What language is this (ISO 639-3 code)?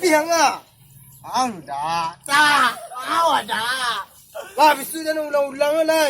min